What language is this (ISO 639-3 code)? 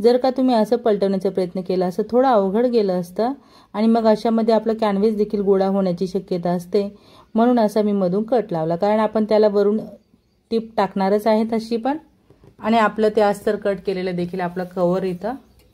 mar